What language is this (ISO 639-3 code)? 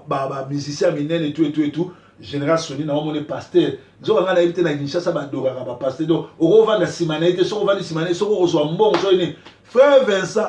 lin